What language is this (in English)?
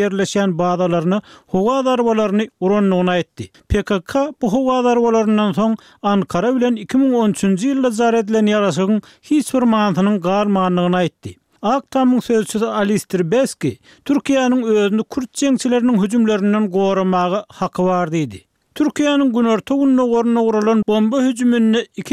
Turkmen